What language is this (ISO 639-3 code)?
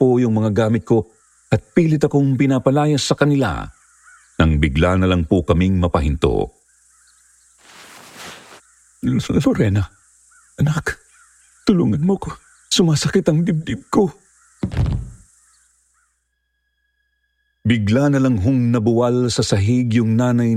fil